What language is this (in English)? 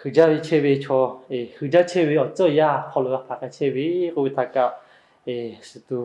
Lahu